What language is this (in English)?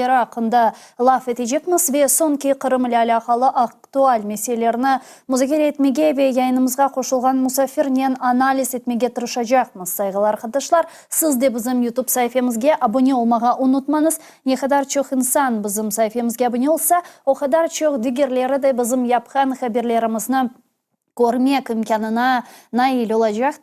Crimean Tatar